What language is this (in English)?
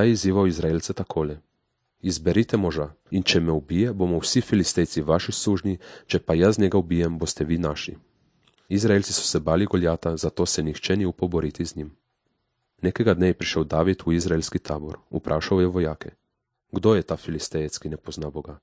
Slovenian